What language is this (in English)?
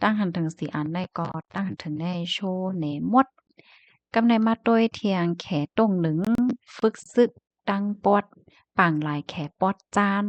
Shan